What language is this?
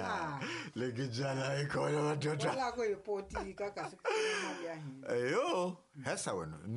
Tsonga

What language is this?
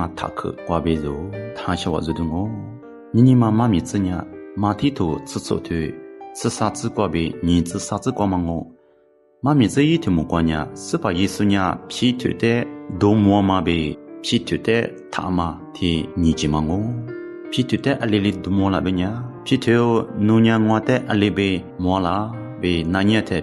Lisu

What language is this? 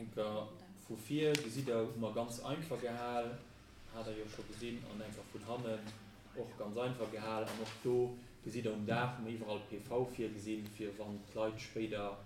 Luxembourgish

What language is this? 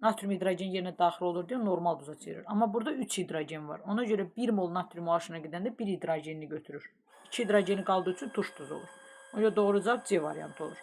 Azerbaijani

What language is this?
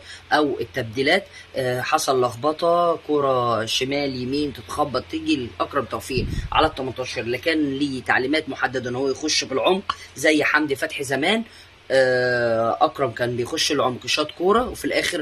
Egyptian Arabic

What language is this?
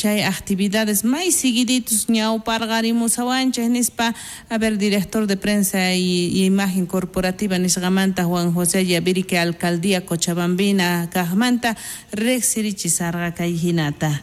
South Bolivian Quechua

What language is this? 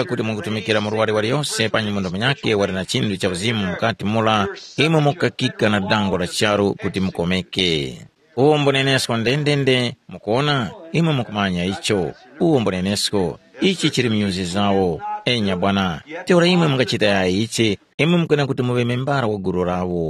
Tumbuka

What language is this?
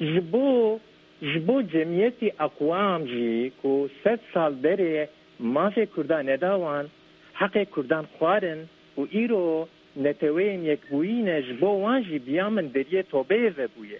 Kurdish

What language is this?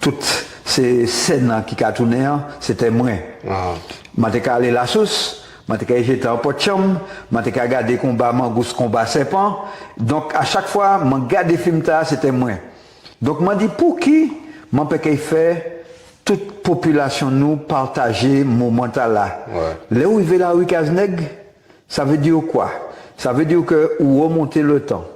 Guadeloupean Creole French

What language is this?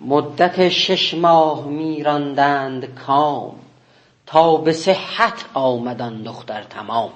South Azerbaijani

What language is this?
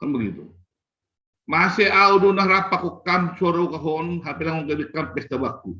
Batak Simalungun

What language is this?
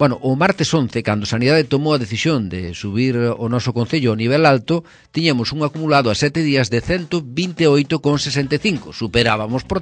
Galician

